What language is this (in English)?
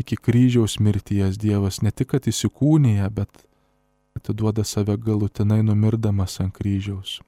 Lithuanian